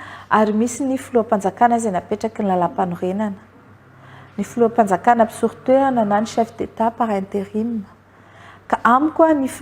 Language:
Malagasy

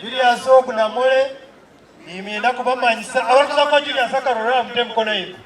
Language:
Nyankole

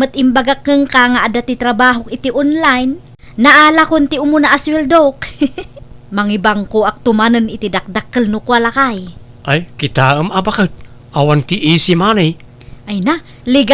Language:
Iloko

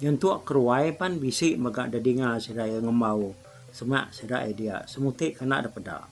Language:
Iban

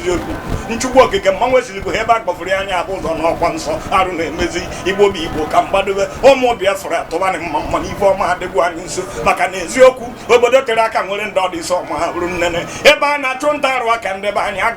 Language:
Igbo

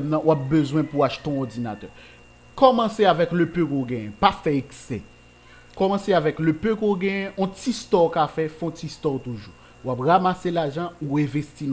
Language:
Haitian Creole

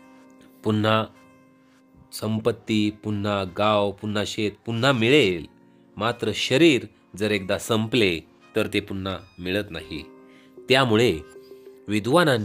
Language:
Marathi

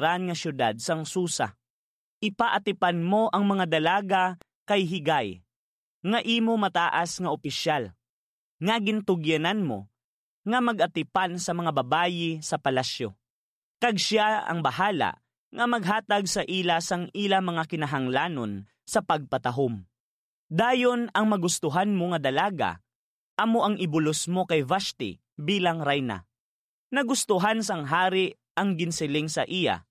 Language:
Hiligaynon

